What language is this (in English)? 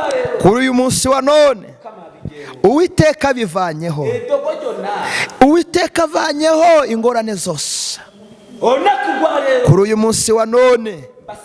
Kinyarwanda